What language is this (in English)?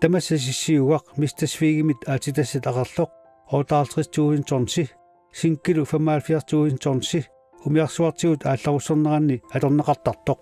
Kalaallisut